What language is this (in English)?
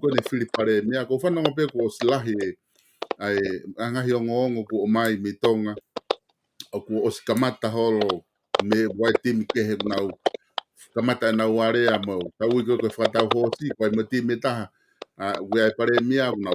Tongan